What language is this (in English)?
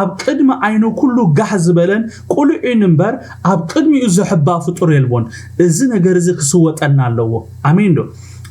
Tigrinya